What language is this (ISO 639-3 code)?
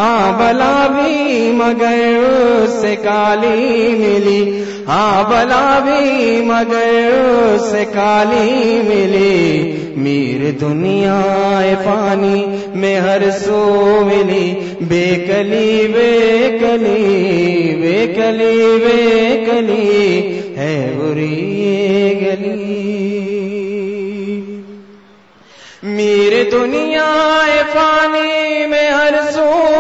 urd